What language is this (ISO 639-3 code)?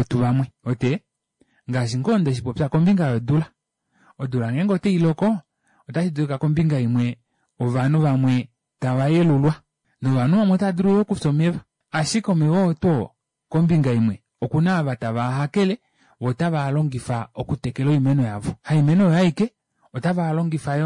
kua